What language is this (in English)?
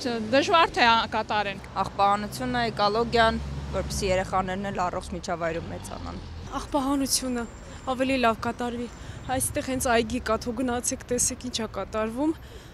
Armenian